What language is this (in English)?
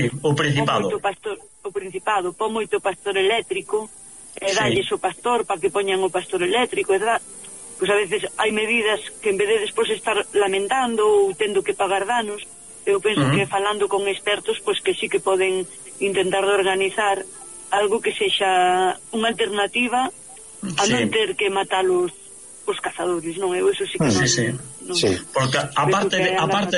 Galician